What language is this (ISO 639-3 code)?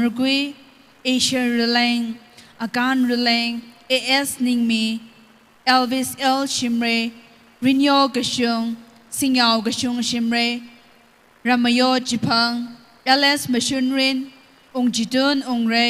nmf